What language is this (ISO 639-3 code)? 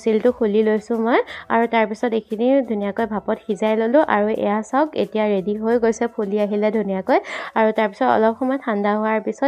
asm